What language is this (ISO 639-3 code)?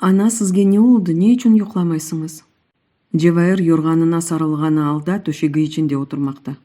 crh